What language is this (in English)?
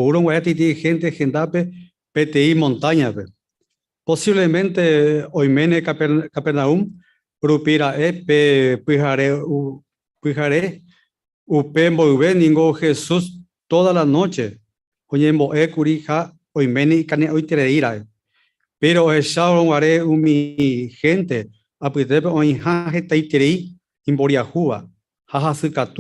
Guarani